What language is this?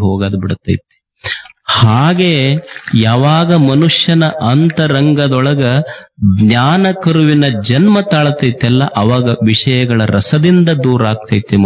Kannada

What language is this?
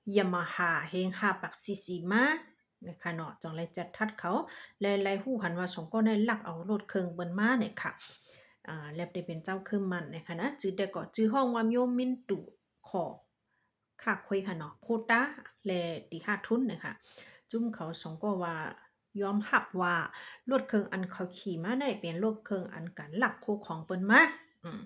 Shan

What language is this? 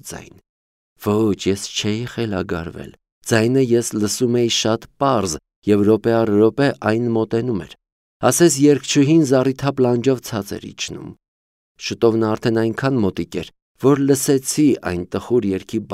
Armenian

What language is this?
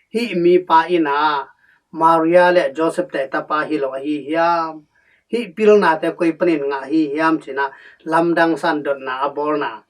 Tedim Chin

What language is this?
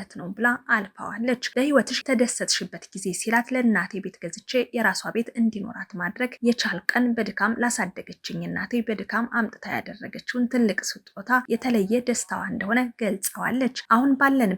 Amharic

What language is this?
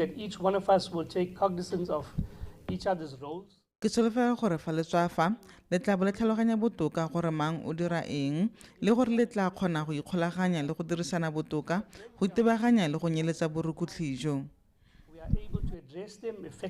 Tswana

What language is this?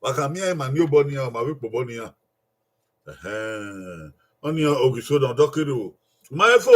Bini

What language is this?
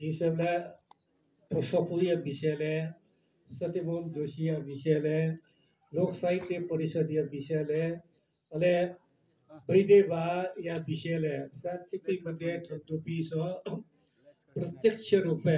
Newari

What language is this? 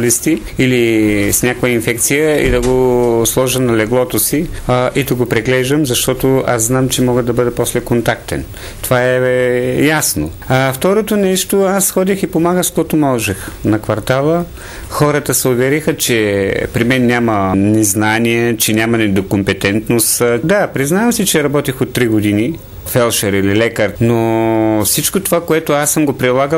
Bulgarian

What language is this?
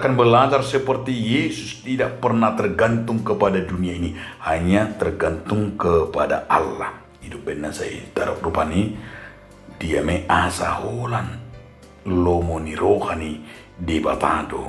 Batak Toba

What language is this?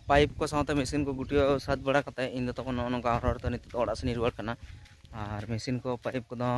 Santali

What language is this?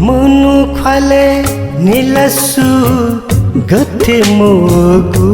Newari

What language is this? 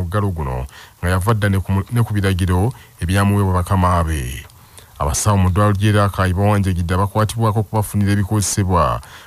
Ganda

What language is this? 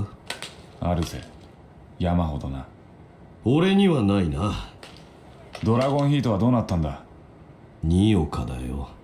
Japanese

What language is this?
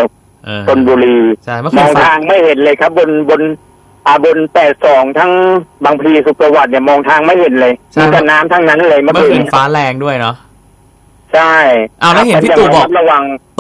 Thai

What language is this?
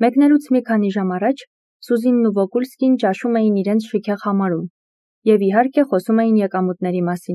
Armenian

